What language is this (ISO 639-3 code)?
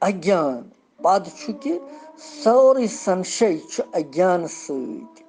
kas